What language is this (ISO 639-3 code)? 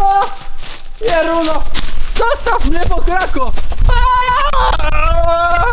szl